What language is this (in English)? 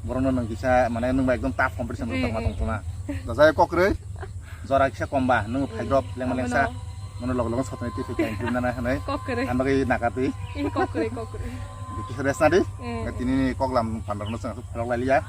Kok Borok